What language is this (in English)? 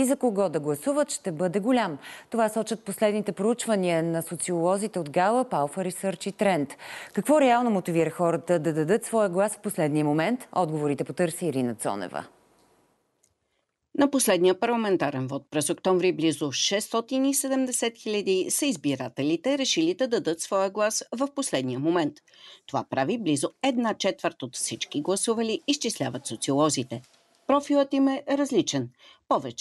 Bulgarian